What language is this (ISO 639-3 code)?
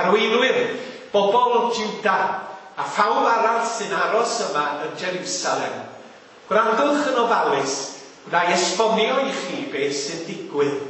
cym